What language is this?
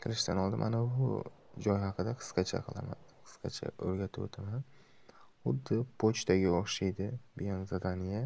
Uzbek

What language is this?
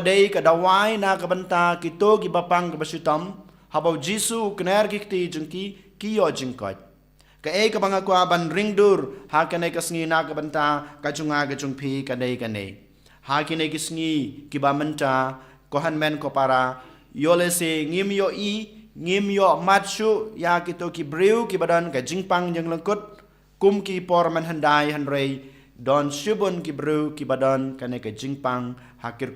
Khasi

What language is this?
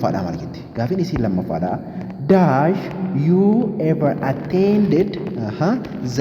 Oromo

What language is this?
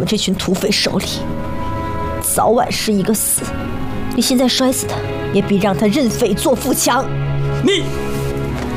Chinese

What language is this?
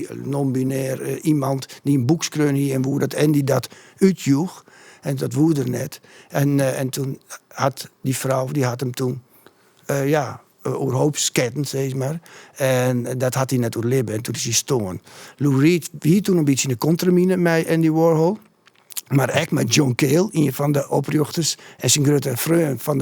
Western Frisian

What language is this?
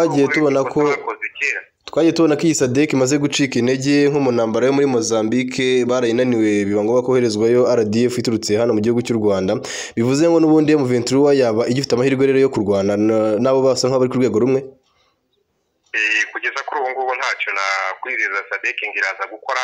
Kinyarwanda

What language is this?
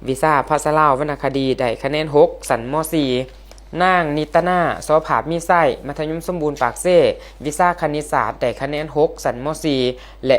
Lao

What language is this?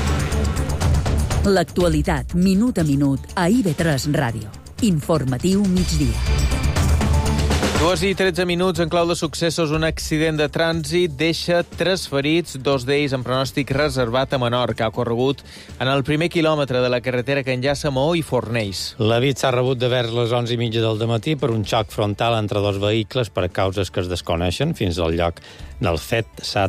Catalan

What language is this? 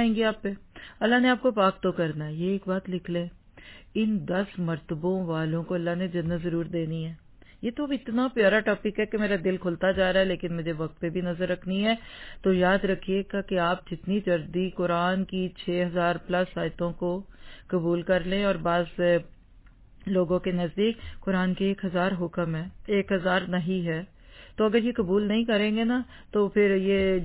Urdu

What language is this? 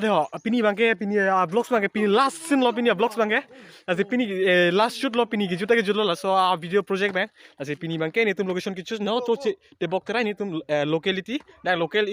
Karbi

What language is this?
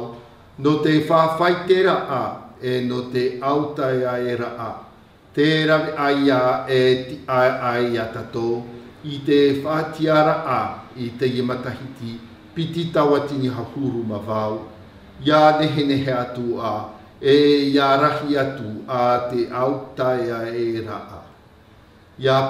Tahitian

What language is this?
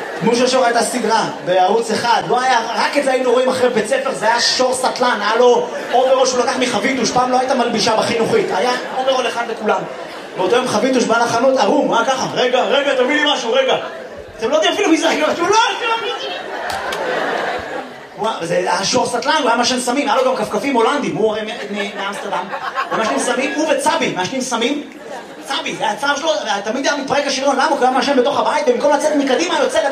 Hebrew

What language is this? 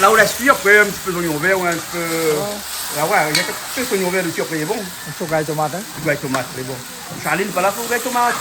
Réunion Creole French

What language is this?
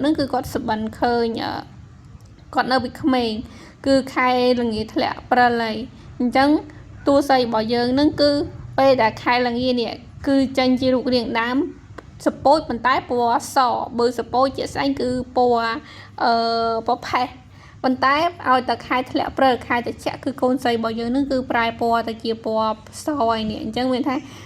Khmer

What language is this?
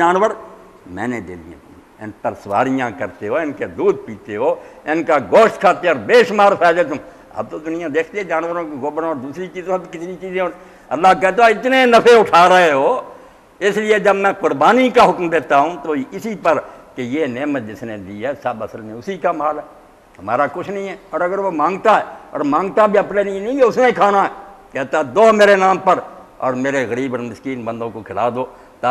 Urdu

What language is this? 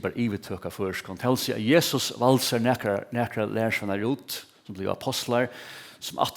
Faroese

